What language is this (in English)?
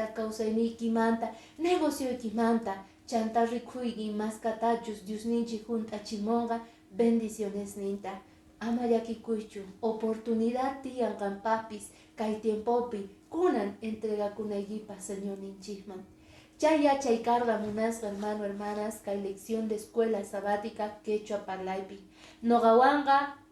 Quechua